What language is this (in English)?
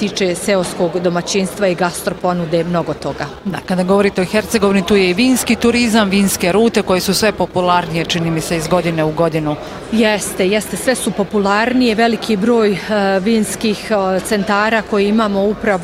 Bosnian